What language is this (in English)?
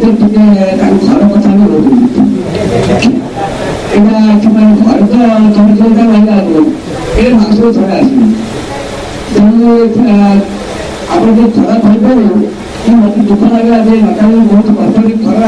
Odia